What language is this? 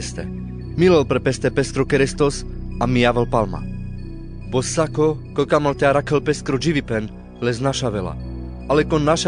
Carpathian Romani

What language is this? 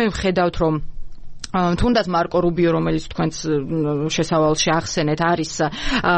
Georgian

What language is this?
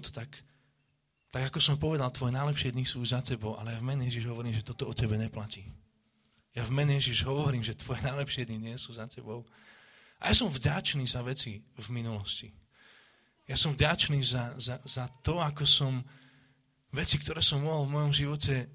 Slovak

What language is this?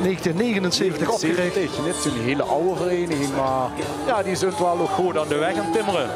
Limburgish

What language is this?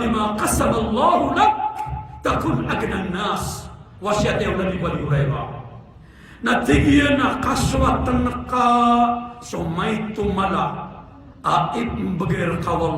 Maranao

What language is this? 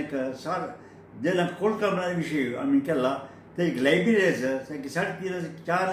Konkani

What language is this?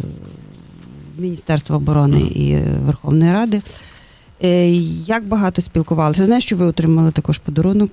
Ukrainian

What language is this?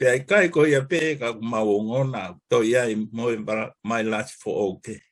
Tongan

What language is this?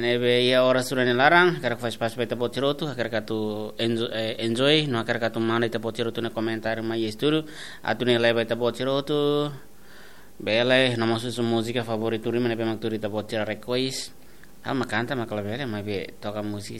Tetum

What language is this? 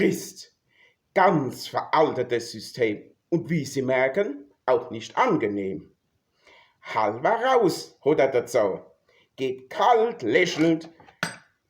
Palatine German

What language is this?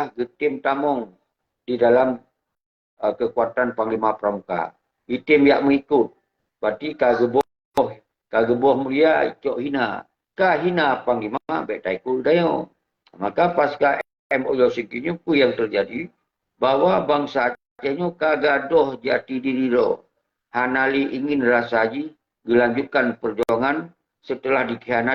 Achinese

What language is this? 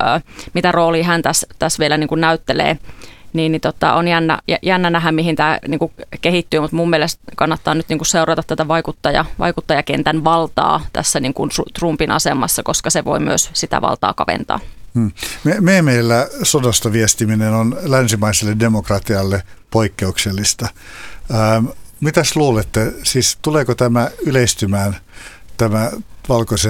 Finnish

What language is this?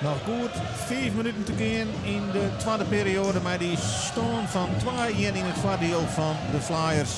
Western Frisian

